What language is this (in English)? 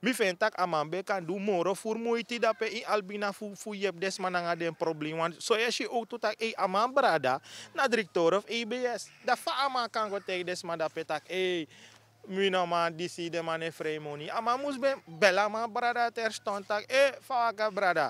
Sranan Tongo